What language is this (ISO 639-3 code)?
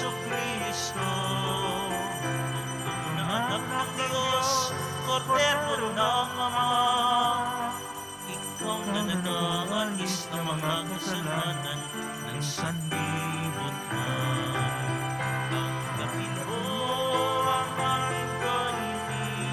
fil